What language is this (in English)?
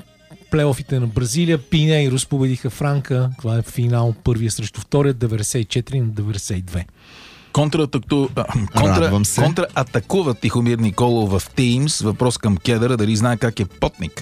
Bulgarian